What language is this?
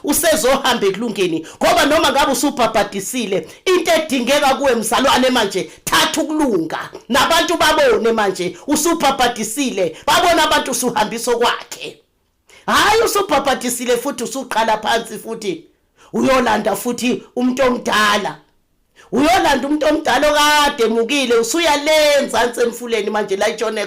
Zulu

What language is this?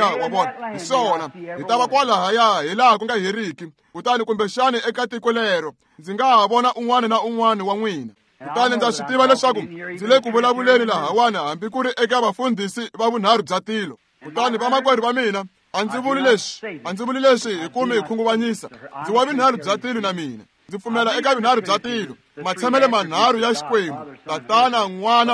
Tsonga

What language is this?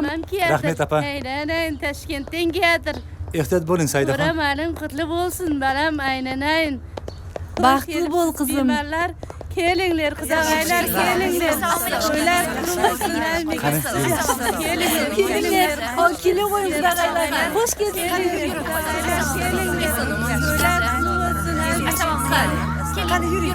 Kara-Kalpak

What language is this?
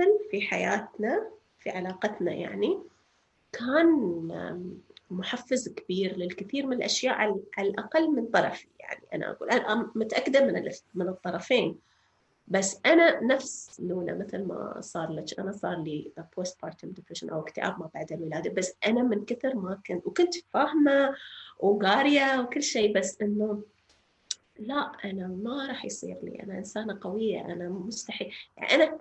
North Levantine Arabic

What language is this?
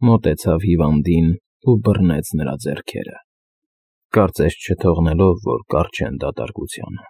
Armenian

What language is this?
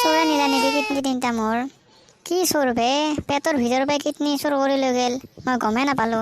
Assamese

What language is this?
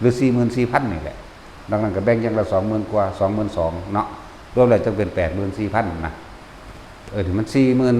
Northeastern Thai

